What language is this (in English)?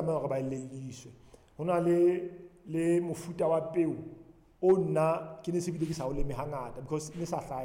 Southern Sotho